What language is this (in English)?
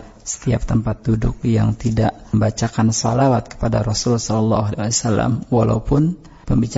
Indonesian